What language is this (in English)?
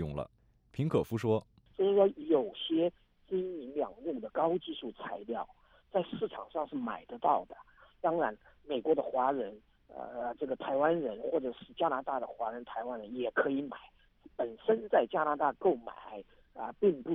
Chinese